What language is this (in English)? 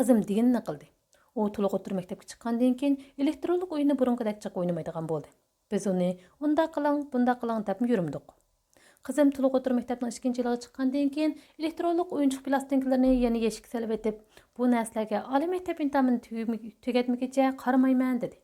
Uyghur